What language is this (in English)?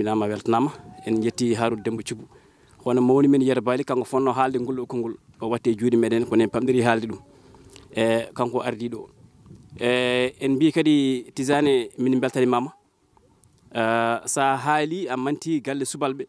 Fula